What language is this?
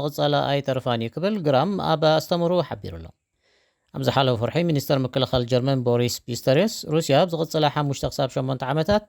Tigrinya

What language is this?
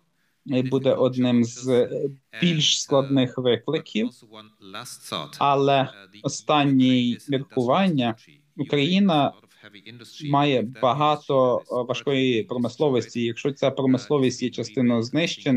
Ukrainian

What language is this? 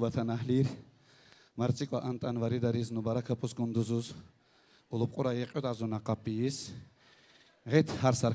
Tabassaran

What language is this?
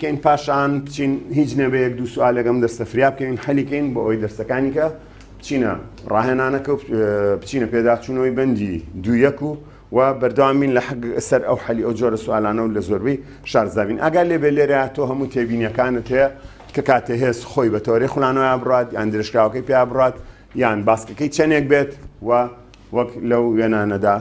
Central Kurdish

